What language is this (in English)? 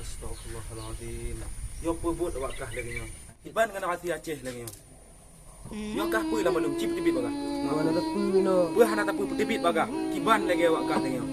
Achinese